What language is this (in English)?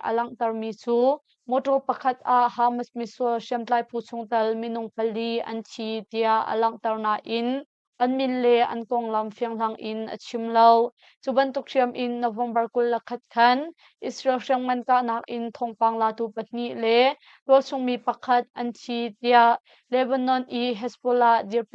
Hakha Chin